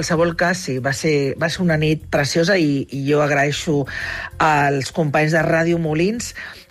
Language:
Catalan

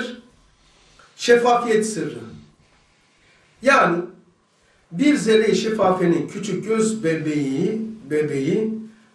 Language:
Turkish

